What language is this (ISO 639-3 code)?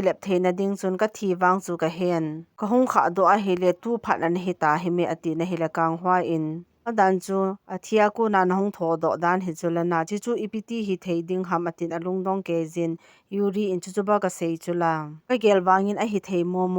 tcz